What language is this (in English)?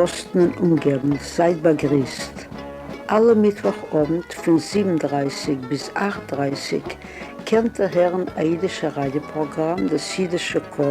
Yiddish